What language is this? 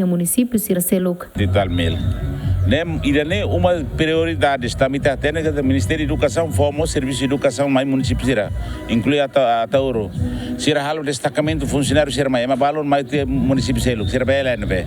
Tetum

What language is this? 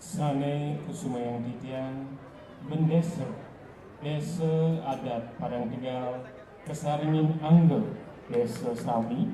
Balinese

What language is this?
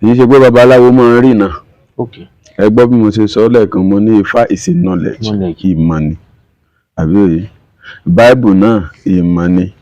Yoruba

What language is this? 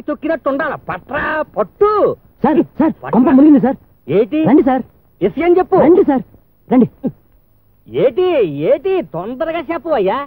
Telugu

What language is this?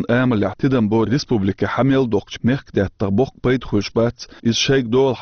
Chechen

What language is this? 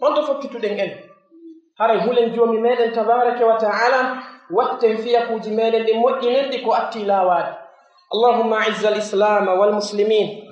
Pular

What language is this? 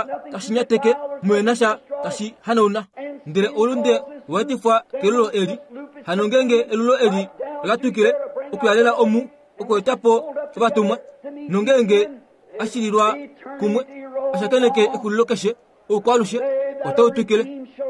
Kuanyama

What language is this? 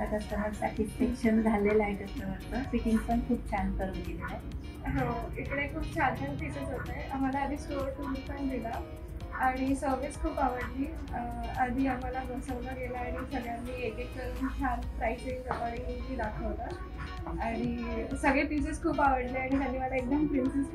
Marathi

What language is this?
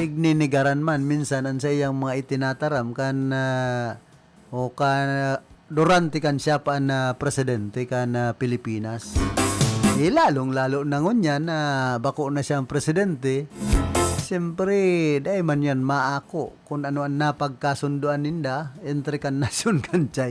Bikol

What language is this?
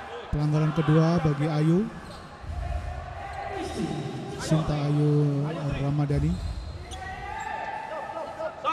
Indonesian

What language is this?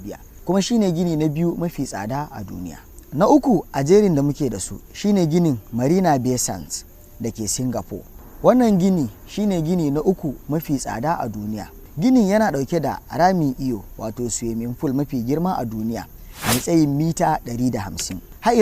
Hausa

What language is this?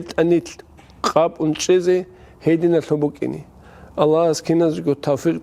Avaric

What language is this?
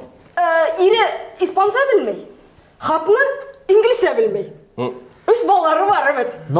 Bashkir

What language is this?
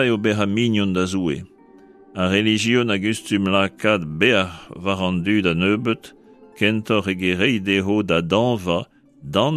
Breton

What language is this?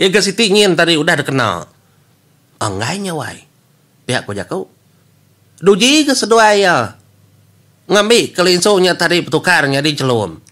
Iban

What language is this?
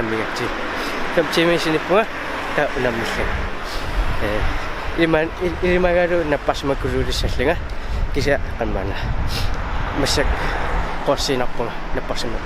Kalaallisut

